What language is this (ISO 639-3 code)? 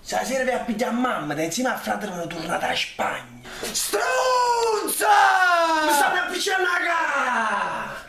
nap